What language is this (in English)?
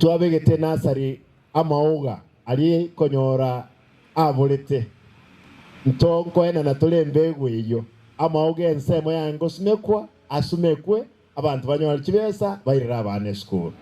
Gusii